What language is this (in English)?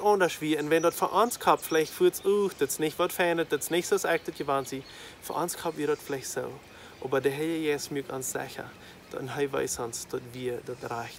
Plautdietsch